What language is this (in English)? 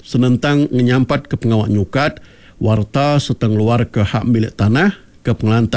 Iban